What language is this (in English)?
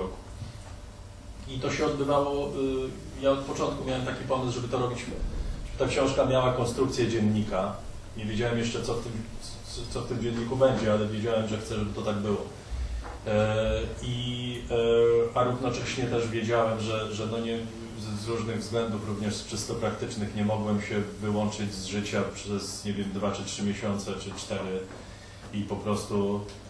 Polish